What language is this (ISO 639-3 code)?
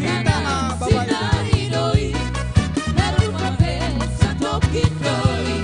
bts